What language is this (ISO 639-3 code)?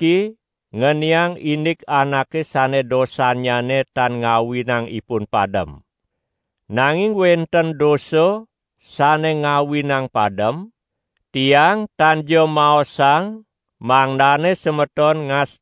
ban